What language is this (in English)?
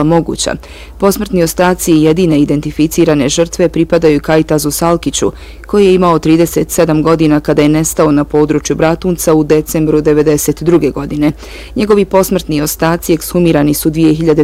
Bosnian